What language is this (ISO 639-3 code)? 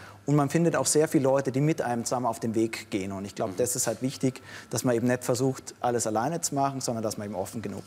gsw